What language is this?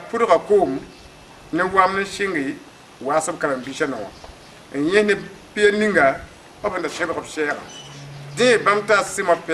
Mossi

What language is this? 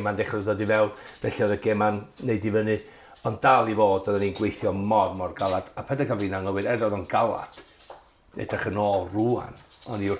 Welsh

